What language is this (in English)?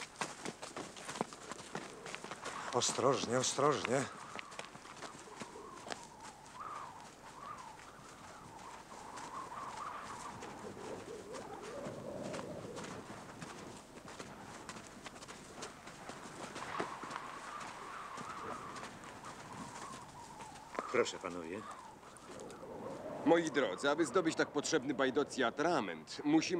Polish